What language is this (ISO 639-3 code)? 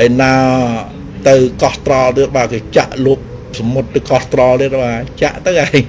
khm